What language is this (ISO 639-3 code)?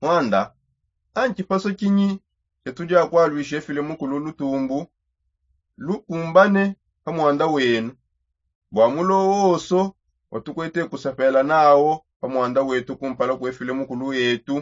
sop